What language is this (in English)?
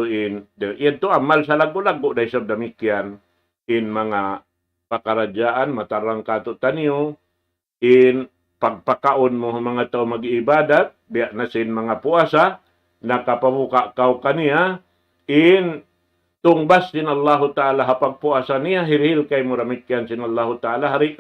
Tausug